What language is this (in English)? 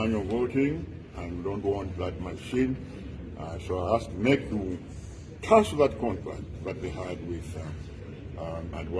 Nyanja